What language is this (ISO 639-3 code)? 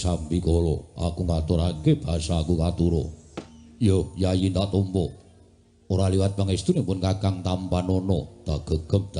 jav